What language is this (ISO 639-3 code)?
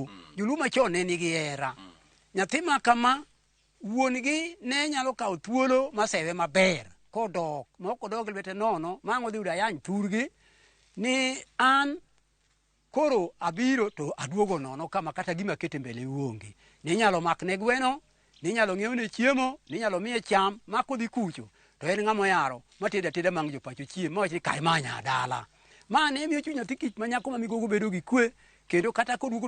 luo